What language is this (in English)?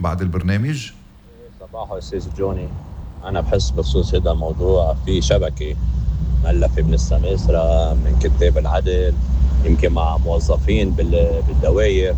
North Levantine Arabic